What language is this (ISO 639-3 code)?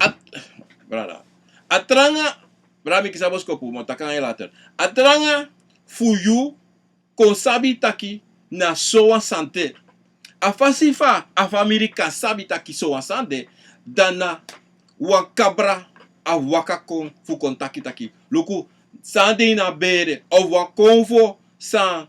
srn